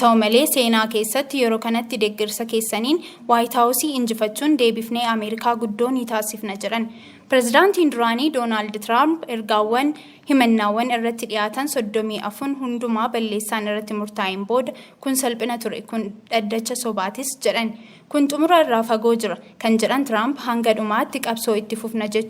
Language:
Oromo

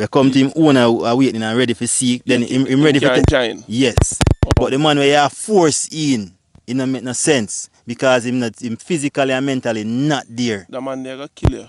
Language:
Jamaican Creole English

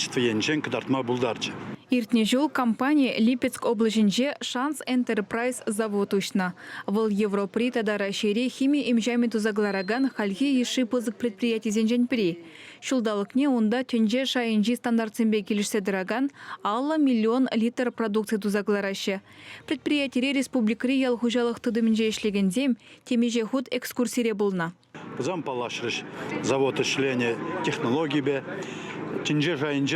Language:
Chuvash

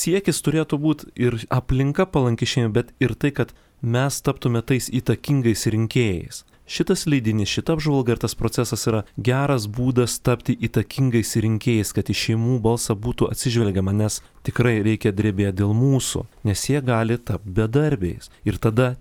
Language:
Lithuanian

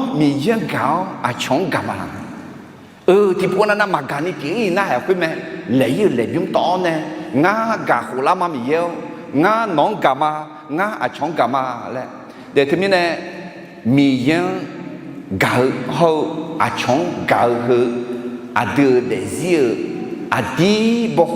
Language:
Akha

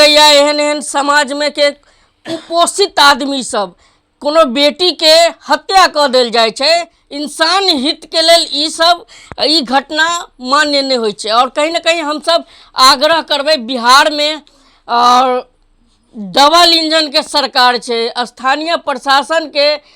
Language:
Maithili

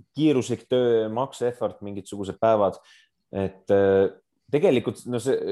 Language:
Estonian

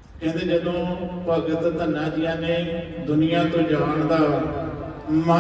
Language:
Punjabi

